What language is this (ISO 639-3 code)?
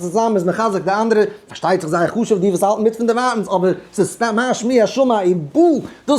yid